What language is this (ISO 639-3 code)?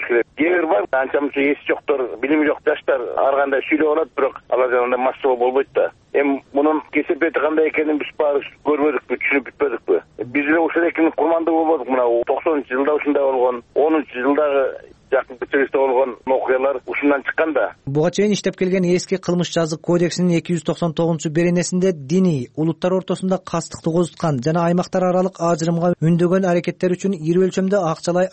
kir